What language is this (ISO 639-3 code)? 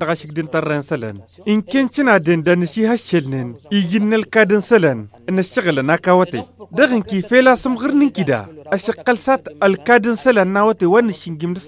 taq